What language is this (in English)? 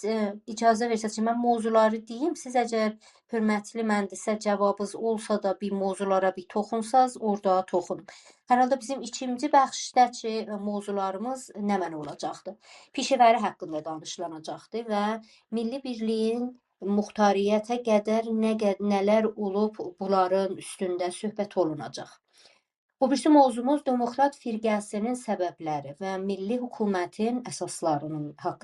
South Azerbaijani